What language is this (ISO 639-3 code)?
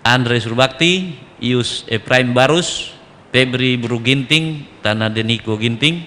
btx